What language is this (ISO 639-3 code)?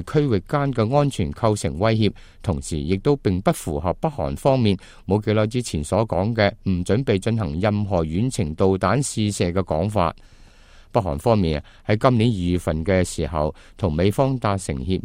yue